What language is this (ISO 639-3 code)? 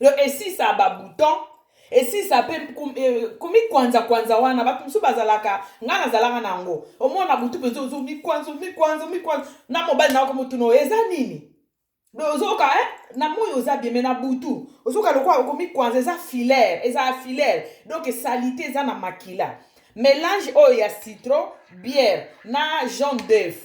lin